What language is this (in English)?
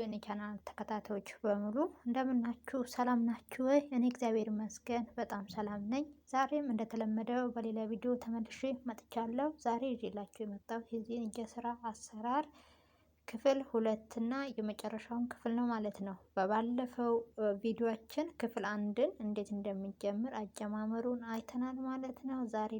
Amharic